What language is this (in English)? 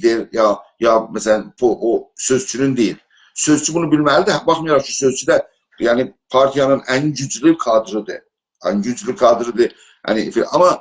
South Azerbaijani